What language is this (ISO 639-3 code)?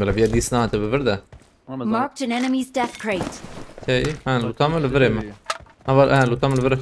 kur